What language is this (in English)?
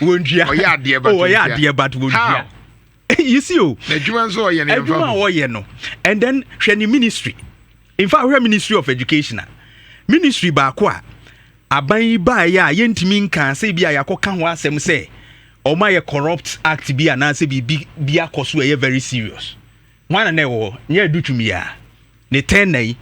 Akan